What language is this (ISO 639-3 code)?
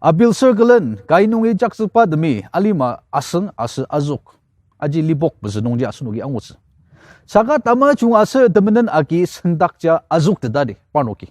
njo